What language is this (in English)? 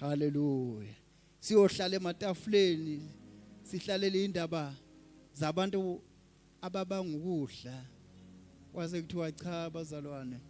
Zulu